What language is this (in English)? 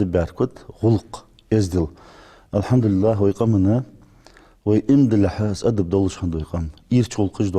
Ingush